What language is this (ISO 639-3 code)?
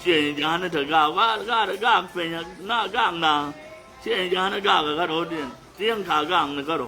nus